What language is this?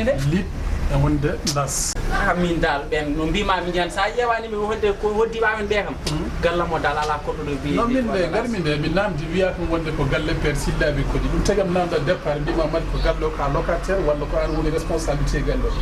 Fula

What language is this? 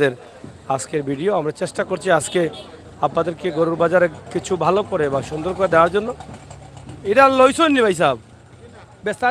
Sylheti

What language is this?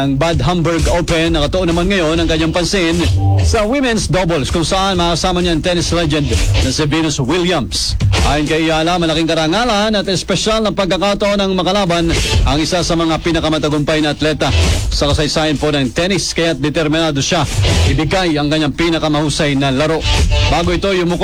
Filipino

